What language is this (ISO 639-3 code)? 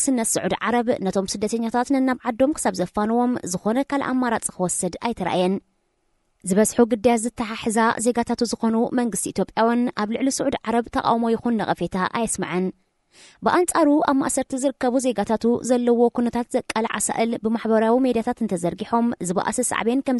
tir